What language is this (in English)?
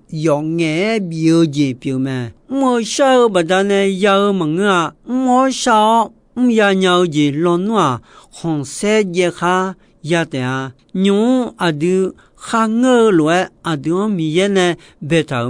Akha